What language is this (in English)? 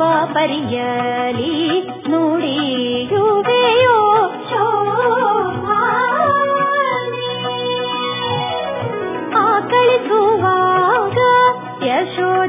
Kannada